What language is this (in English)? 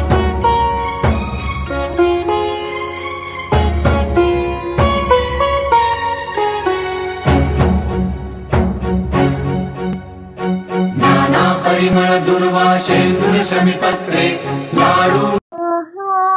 Marathi